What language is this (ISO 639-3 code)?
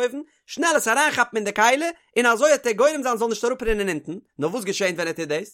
yid